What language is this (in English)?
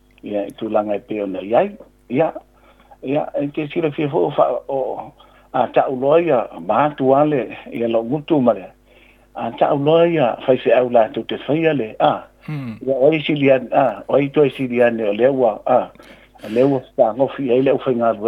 Samoan